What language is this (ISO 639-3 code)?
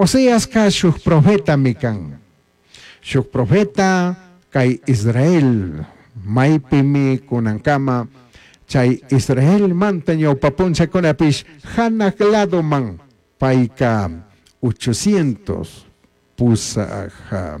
qug